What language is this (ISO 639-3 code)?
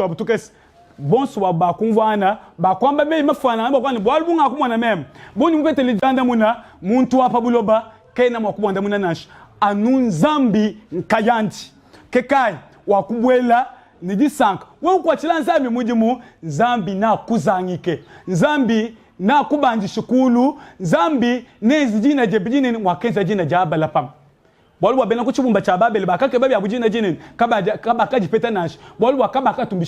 lua